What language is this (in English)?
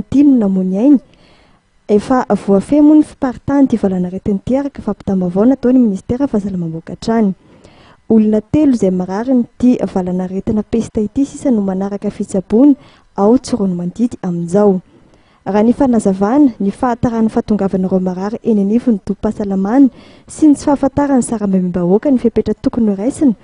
Malagasy